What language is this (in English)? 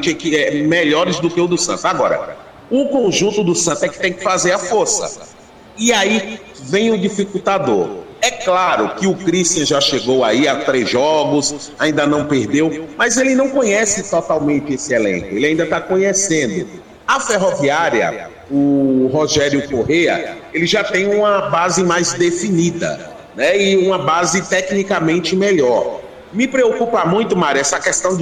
Portuguese